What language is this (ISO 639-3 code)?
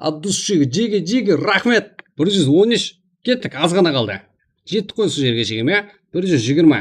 kaa